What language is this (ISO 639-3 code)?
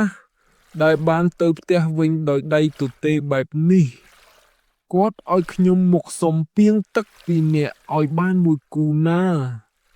khm